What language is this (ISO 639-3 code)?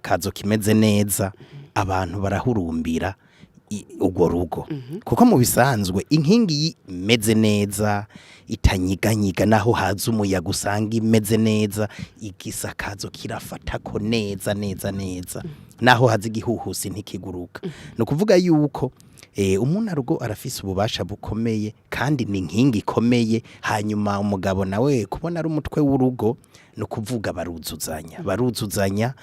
run